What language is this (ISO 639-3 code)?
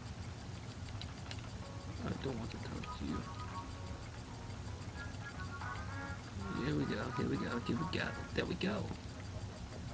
eng